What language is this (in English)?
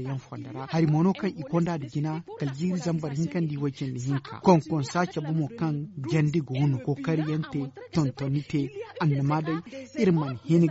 Zarma